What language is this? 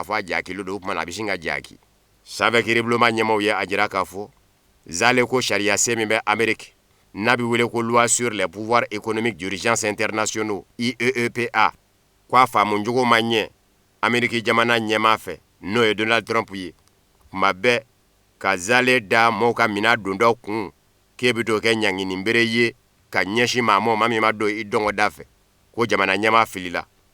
Bambara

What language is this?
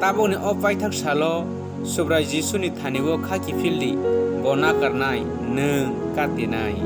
Kok Borok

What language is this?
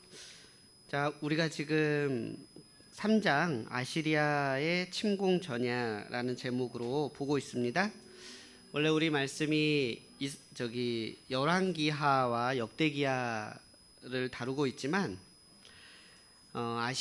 Korean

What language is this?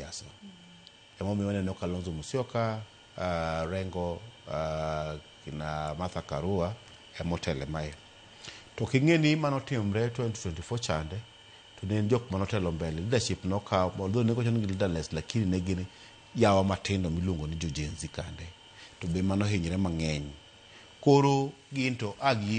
Luo (Kenya and Tanzania)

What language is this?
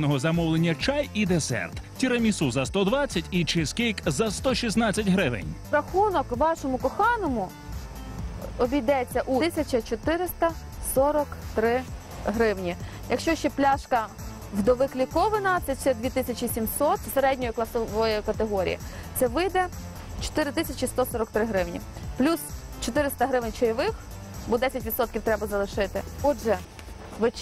Ukrainian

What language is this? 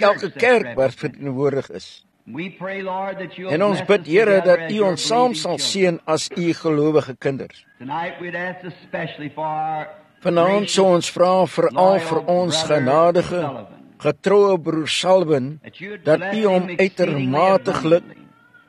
Afrikaans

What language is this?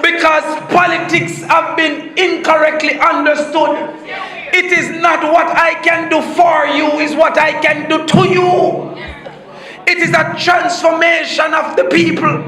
Jamaican Creole English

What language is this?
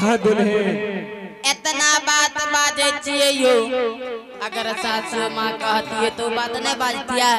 Angika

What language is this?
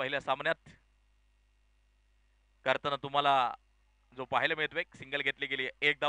Marathi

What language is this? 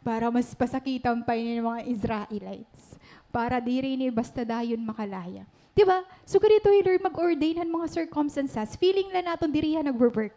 Waray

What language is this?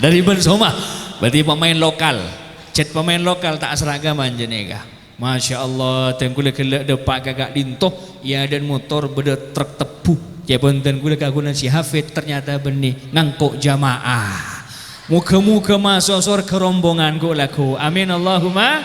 Madurese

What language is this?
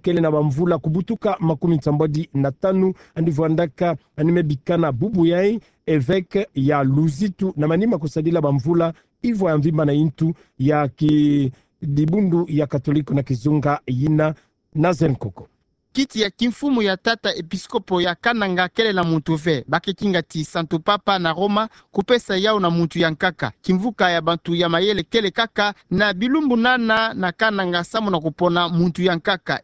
Kituba (Democratic Republic of Congo)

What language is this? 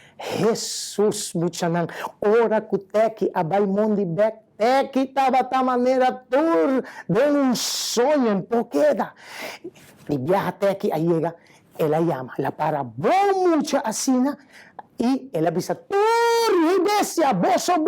Papiamento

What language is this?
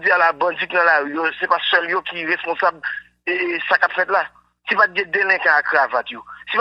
Haitian Creole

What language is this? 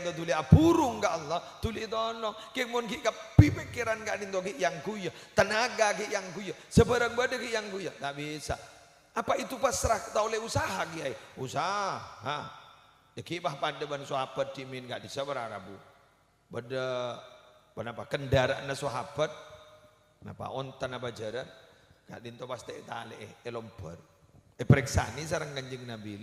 Madurese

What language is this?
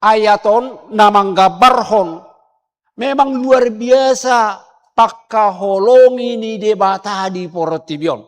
Batak Toba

